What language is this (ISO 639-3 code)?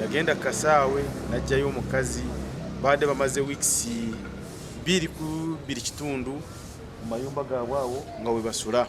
nyn